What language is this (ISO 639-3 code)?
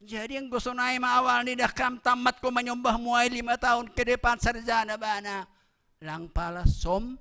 bts